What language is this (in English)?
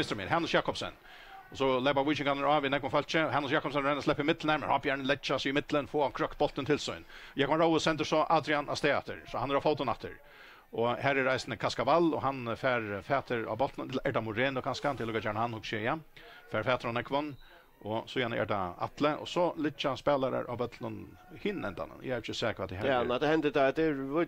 Faroese